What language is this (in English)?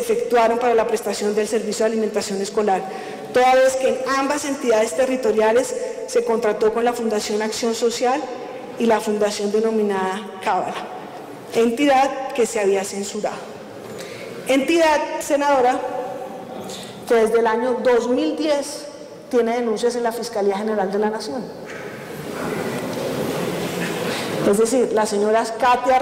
Spanish